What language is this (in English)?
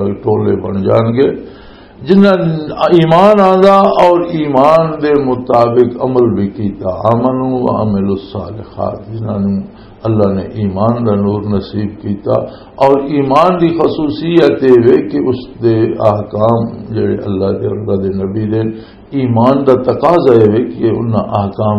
Western Panjabi